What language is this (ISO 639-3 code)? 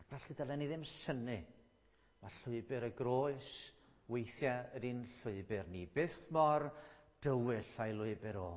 cym